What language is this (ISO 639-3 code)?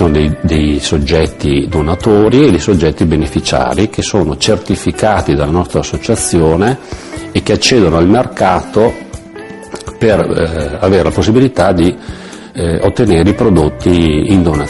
ita